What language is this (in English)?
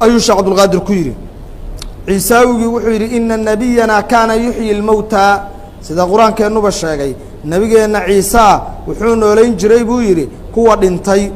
Somali